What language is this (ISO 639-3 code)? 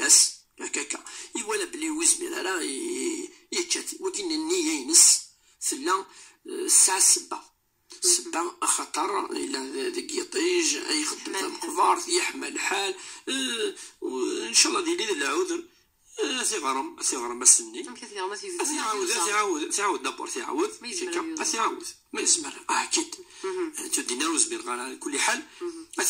kab